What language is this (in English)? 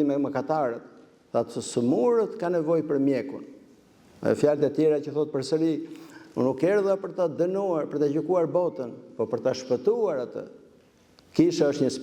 Albanian